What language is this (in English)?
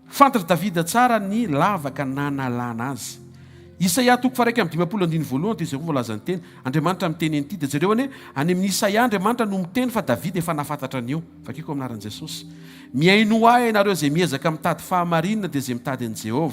Malagasy